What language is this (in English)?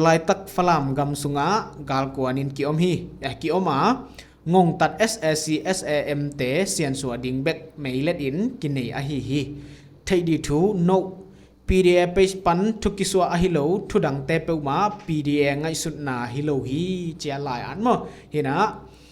Tedim Chin